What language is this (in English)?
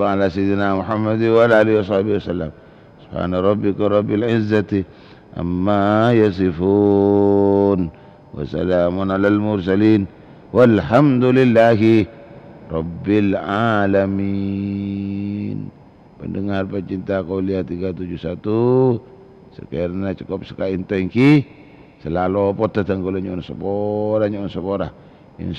Madurese